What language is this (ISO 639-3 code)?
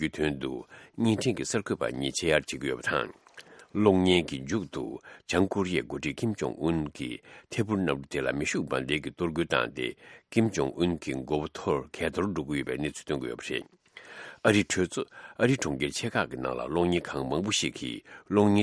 bod